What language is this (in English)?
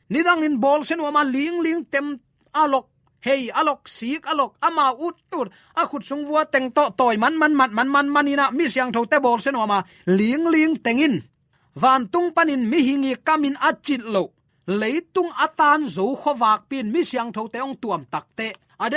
Tedim Chin